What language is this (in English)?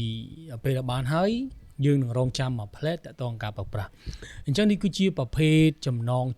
Khmer